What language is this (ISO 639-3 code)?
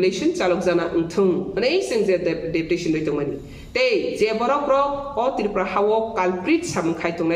trp